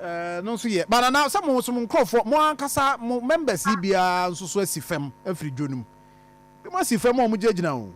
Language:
Akan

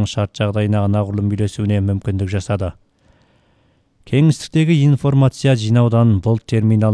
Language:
Kazakh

